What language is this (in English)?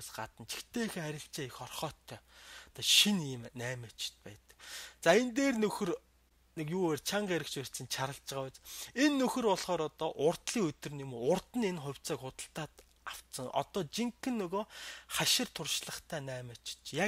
Mongolian